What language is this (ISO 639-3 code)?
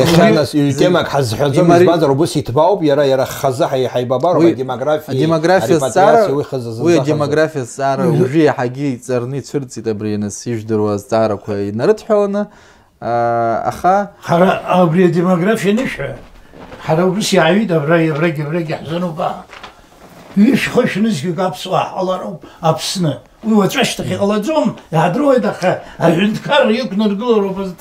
abk